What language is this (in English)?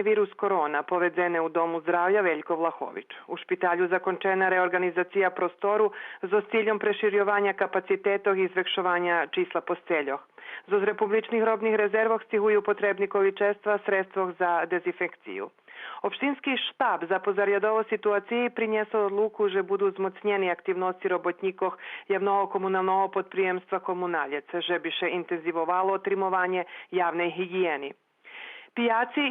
Rusyn